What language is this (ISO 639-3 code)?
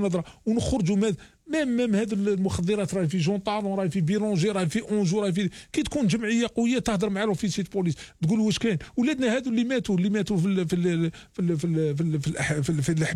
arq